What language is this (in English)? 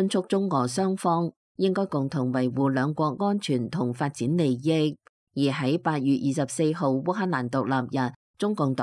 Cantonese